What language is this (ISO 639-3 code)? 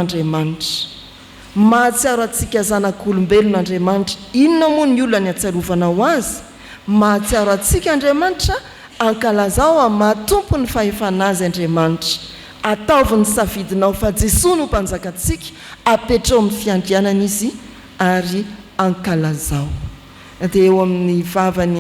mlg